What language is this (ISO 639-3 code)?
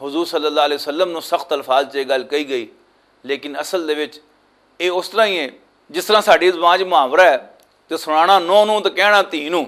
lah